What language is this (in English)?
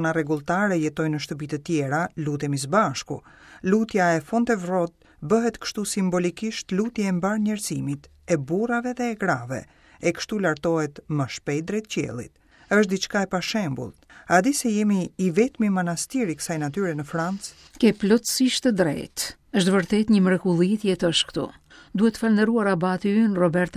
Albanian